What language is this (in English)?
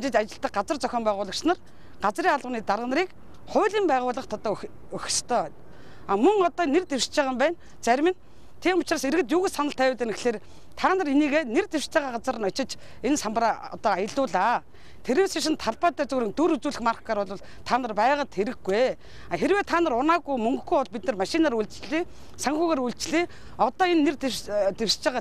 Mongolian